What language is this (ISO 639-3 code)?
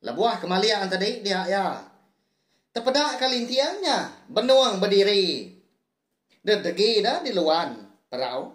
iba